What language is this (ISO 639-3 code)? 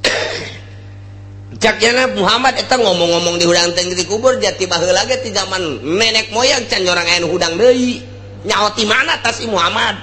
sun